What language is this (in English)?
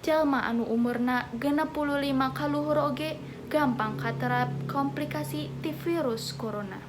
Sundanese